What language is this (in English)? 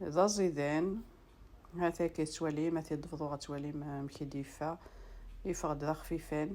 Kabyle